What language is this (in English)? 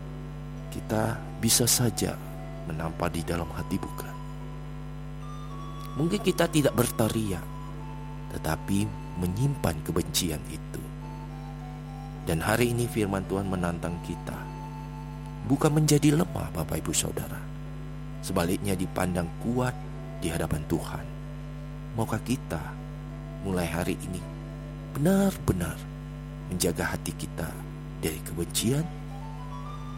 Indonesian